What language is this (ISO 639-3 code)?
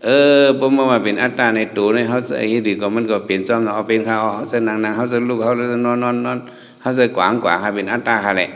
shn